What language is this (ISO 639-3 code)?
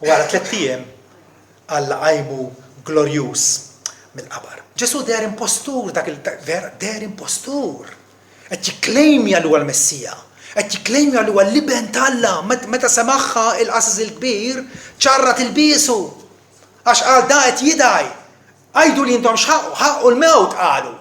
mlt